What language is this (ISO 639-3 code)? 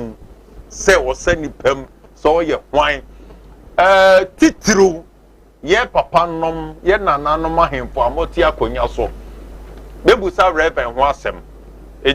aka